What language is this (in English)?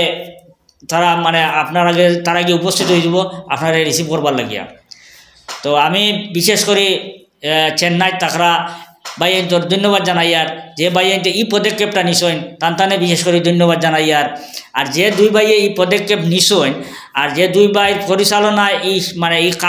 Sylheti